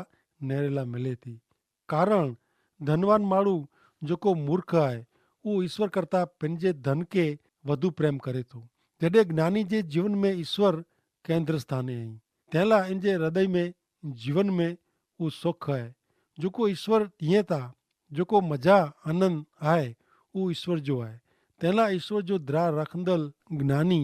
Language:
Kachhi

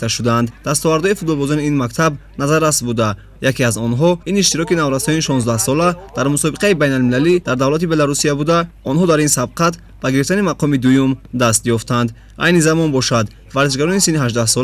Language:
Tajik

